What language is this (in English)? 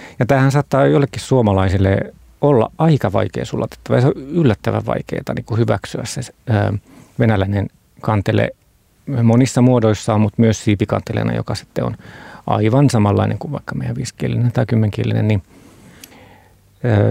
Finnish